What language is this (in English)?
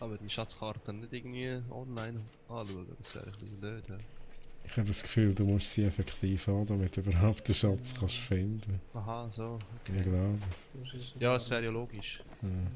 Swiss German